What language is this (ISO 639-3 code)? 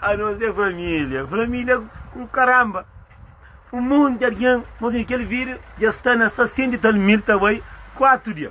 kea